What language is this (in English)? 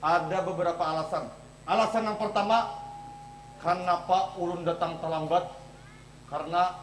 Banjar